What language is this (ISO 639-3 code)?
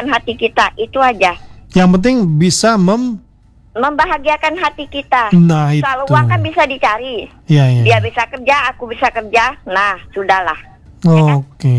ind